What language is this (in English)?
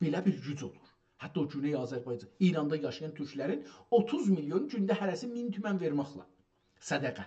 South Azerbaijani